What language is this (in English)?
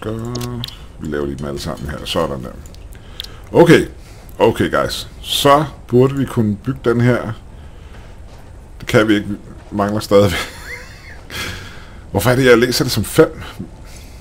Danish